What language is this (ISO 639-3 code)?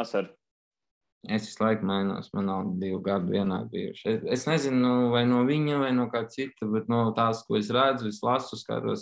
lav